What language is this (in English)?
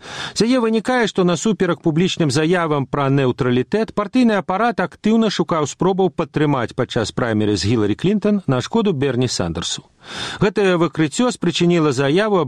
Belarusian